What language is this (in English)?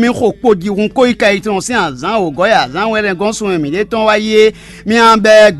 Fon